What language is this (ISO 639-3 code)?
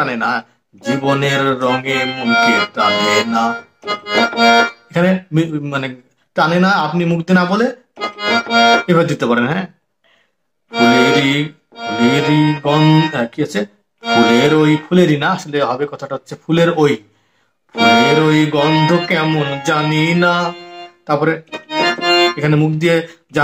ben